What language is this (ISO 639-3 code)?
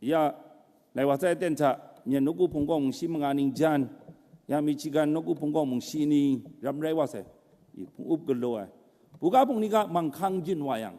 kac